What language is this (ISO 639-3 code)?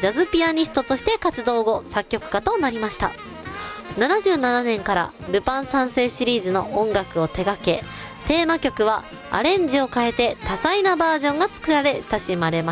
jpn